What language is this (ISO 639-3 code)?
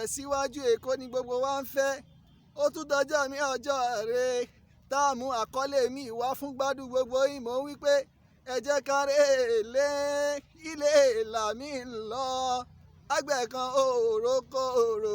yor